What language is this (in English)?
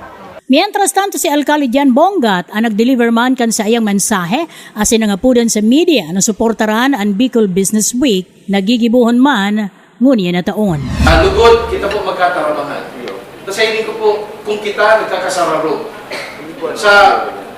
Bikol